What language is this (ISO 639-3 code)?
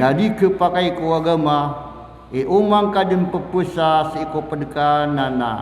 mrw